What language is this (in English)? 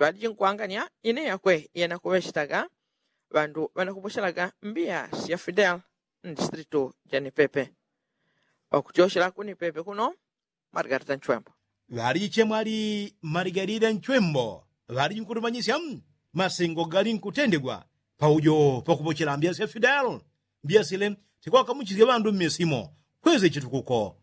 Yao